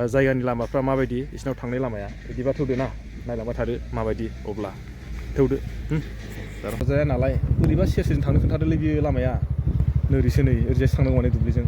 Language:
Bodo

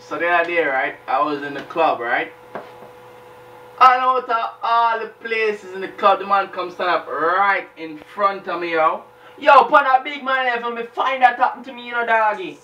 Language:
Jamaican Creole English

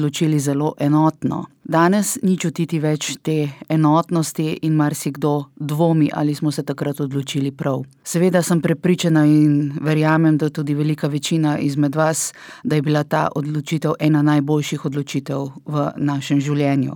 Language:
Slovenian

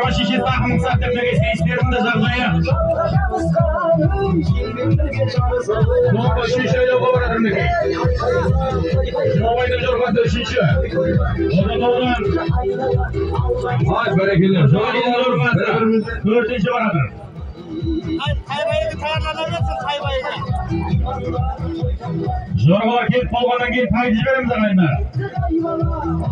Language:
Kazakh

